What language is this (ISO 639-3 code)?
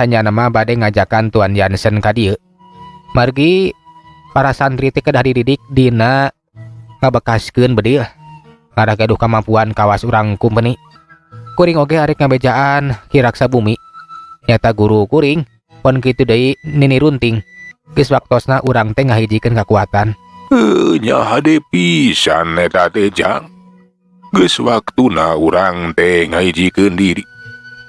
sun